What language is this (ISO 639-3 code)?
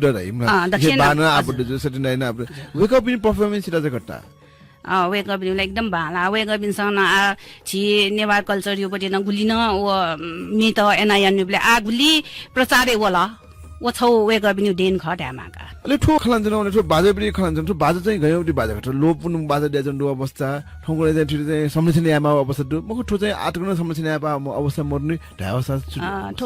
new